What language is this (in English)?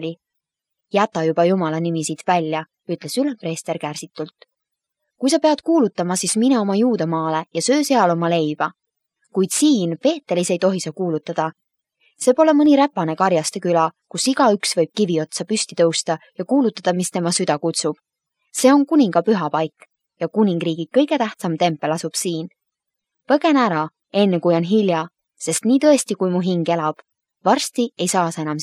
Estonian